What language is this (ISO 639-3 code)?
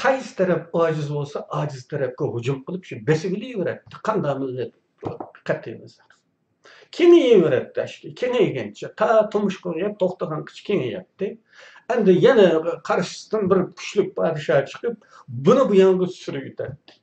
uig